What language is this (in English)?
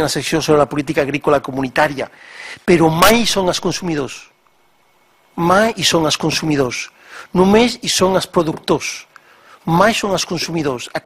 Catalan